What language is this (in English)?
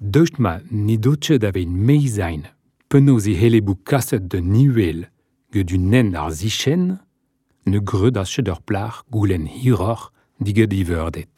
Breton